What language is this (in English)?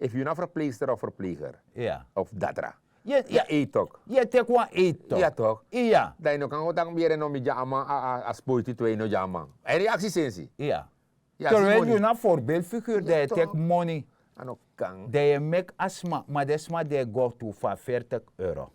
Sranan Tongo